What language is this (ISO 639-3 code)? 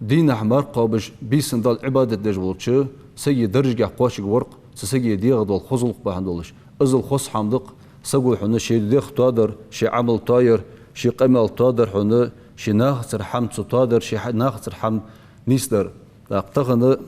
inh